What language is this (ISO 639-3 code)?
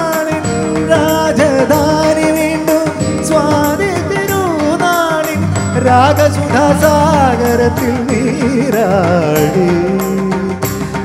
mal